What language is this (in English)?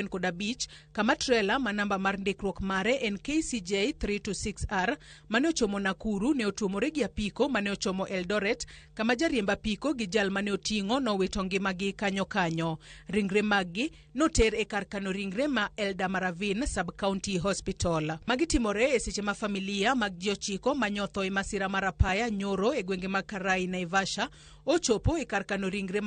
Luo (Kenya and Tanzania)